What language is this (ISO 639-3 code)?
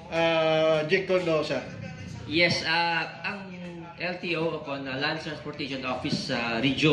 hil